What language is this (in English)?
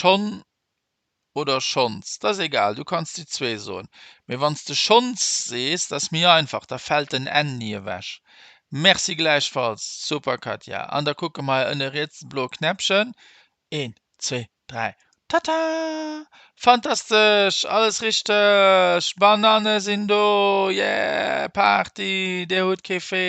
Luxembourgish